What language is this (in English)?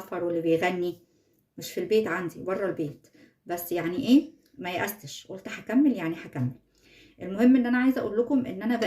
Egyptian Arabic